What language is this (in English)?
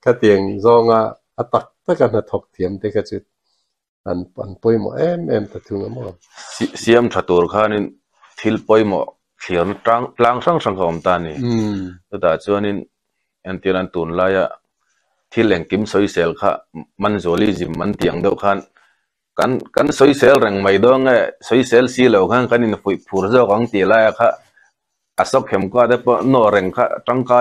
Mizo